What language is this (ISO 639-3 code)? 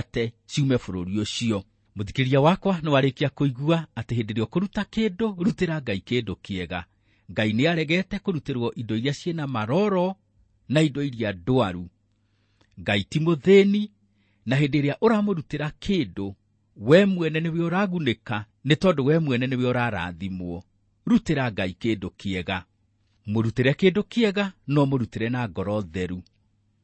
kik